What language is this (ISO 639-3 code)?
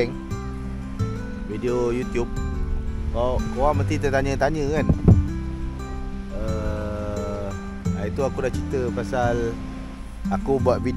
msa